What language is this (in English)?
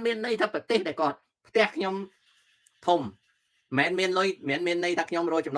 Khmer